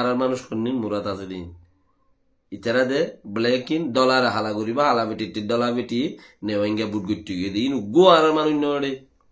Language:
Rohingya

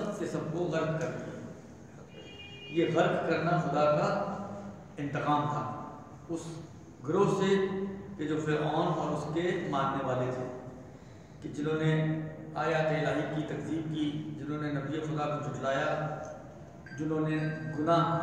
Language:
Urdu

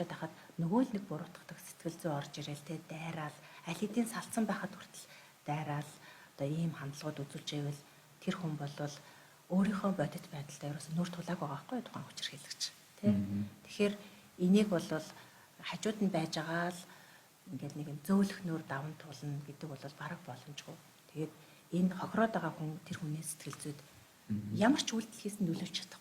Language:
Mongolian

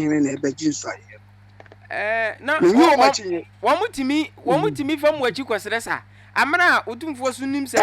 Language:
Akan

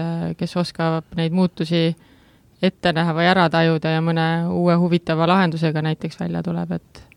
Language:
Estonian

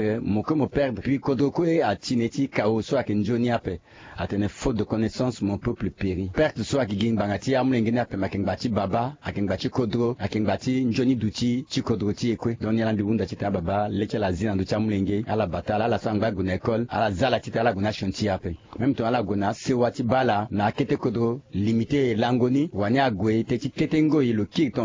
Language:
Sango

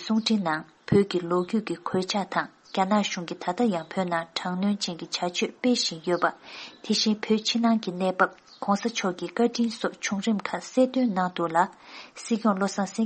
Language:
Tibetan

